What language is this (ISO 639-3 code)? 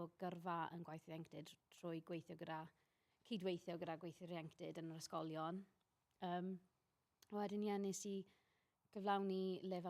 cym